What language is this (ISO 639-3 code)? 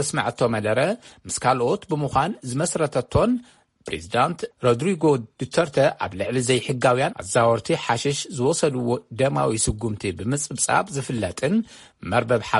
tir